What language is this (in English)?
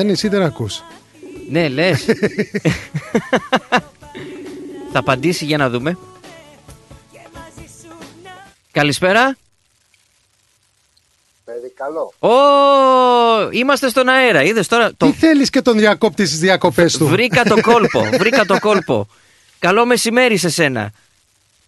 Greek